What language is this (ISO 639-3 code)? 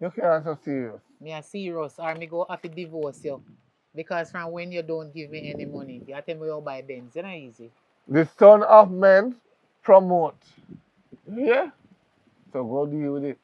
jam